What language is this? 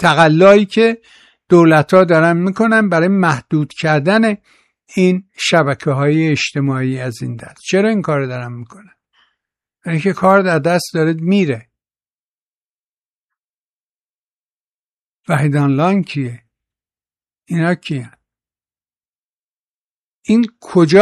Persian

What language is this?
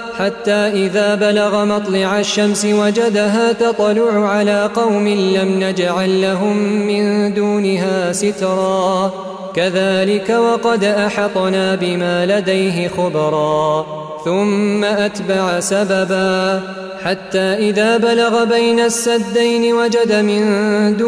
Arabic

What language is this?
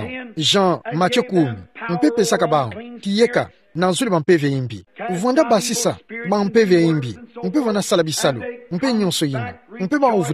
Kituba (Democratic Republic of Congo)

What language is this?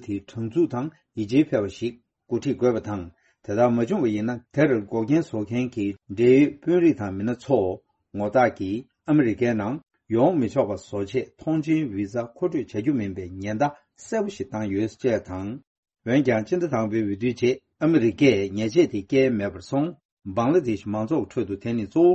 Tibetan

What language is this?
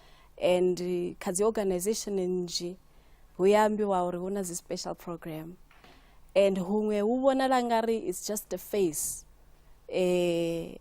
Venda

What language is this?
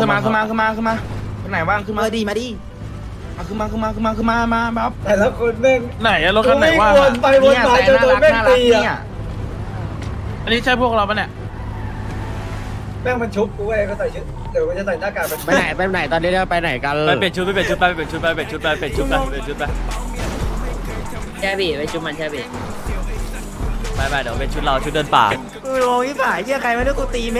Thai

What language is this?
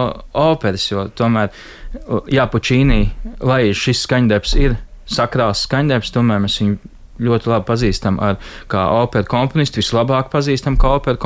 Latvian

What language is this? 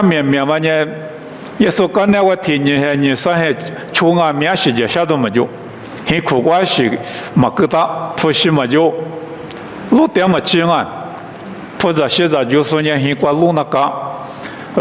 Lisu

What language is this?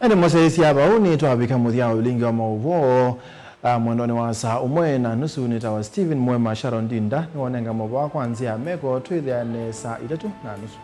Kamba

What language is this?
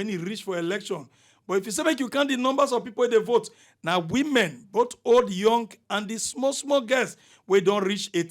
Nigerian Pidgin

